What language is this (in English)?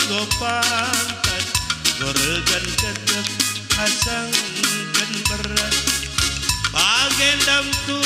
Batak Karo